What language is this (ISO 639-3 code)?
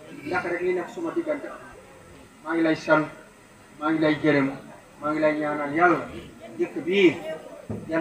wol